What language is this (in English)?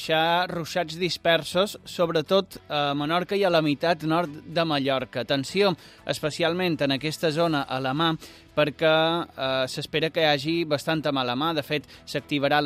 Catalan